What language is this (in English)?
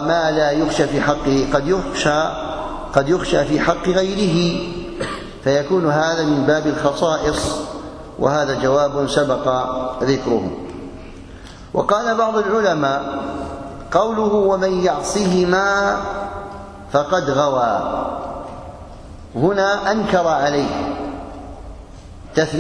Arabic